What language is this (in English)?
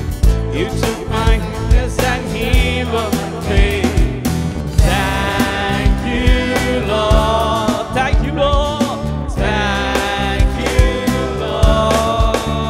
English